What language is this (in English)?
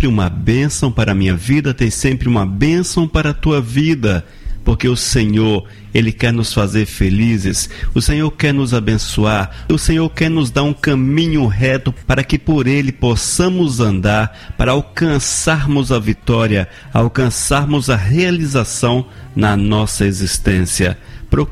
Portuguese